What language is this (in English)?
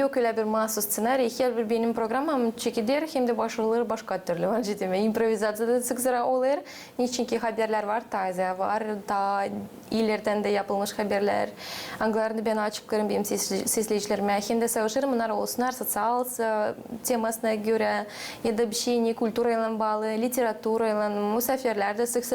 Gagauz